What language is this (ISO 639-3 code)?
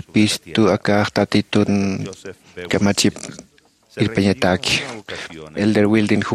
aym